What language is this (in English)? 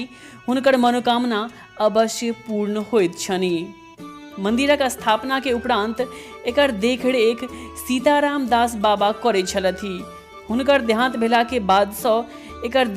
Maithili